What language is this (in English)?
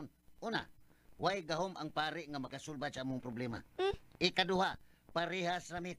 Cebuano